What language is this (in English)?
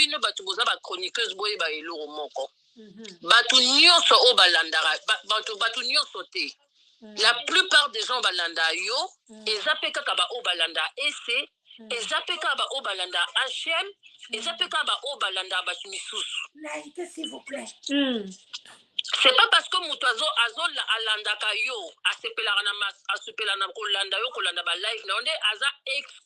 Lingala